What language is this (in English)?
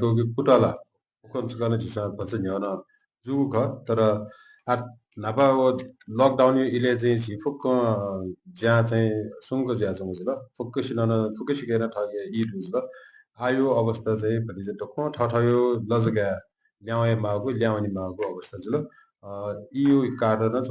Newari